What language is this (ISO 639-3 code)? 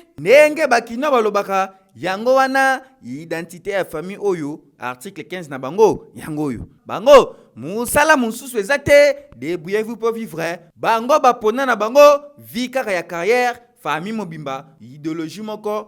lin